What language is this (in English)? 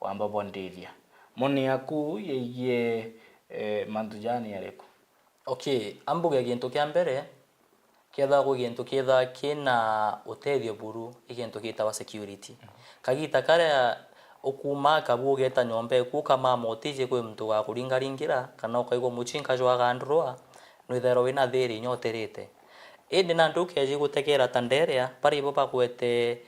Meru